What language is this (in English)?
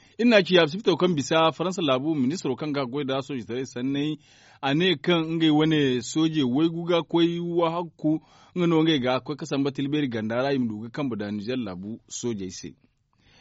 Zarma